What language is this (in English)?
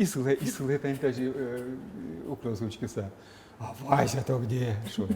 Udmurt